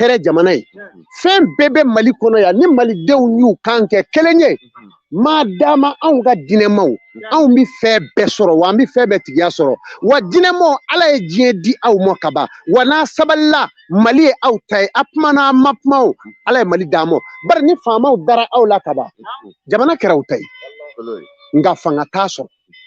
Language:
Bambara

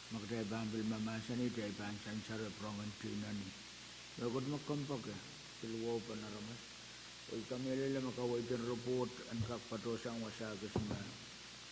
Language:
Pohnpeian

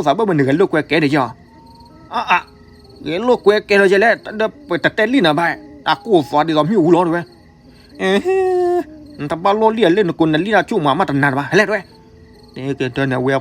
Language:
S'gaw Karen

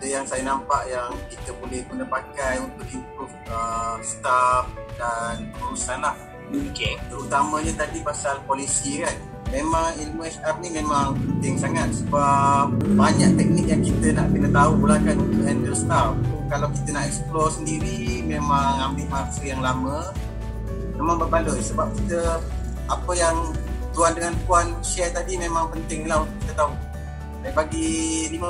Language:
Malay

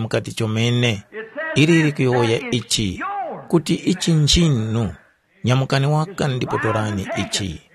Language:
Tumbuka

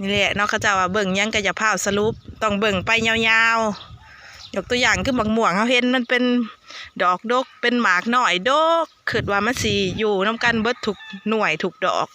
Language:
Lao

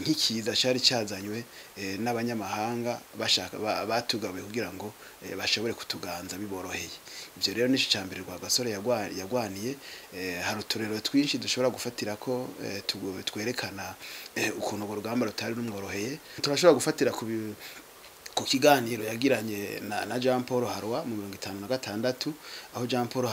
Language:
Rundi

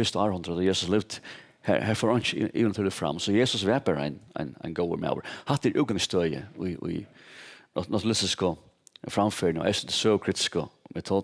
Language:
Faroese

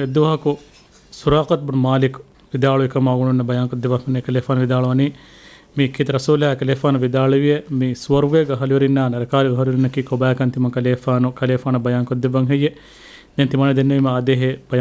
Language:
Divehi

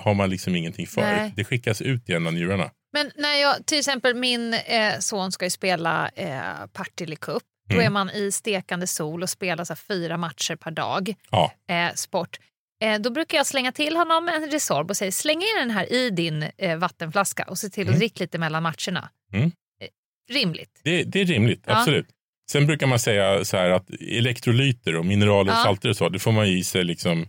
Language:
Swedish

